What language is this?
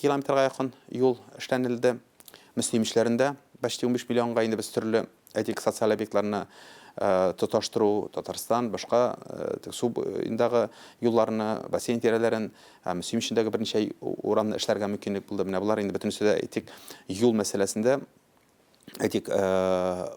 Tatar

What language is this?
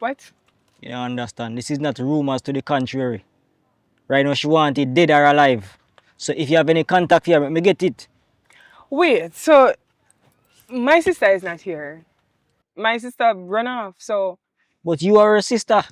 Jamaican Creole English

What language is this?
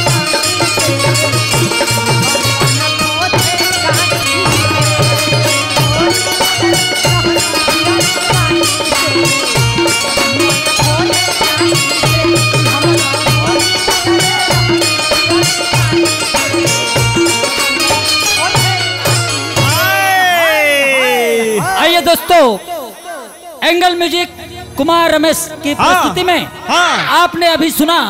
Bhojpuri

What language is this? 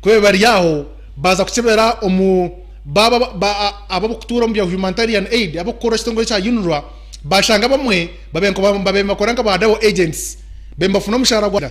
Nyankole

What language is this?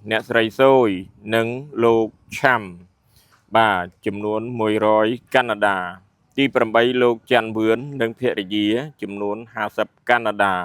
Khmer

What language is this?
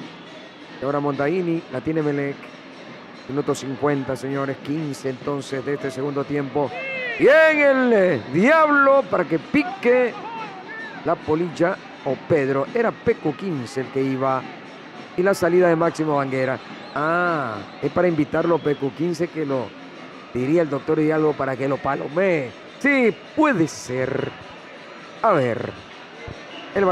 Spanish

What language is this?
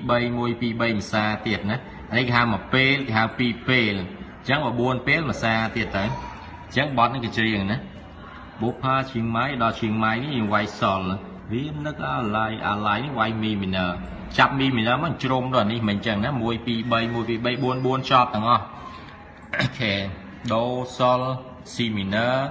Khmer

